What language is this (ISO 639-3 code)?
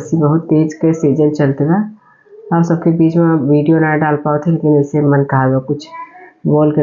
awa